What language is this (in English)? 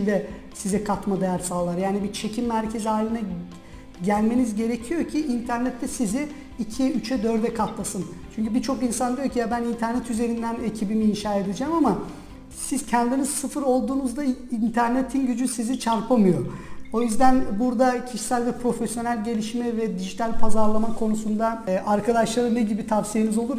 Turkish